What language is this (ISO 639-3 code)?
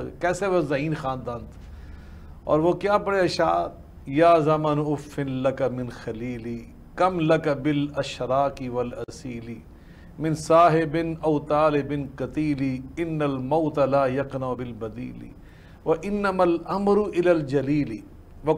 urd